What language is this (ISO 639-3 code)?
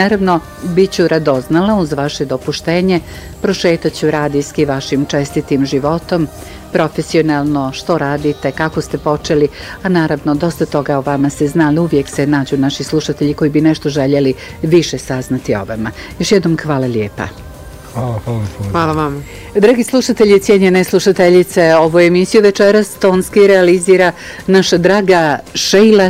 bos